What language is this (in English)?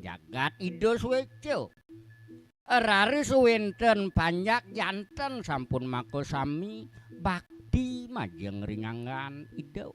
Balinese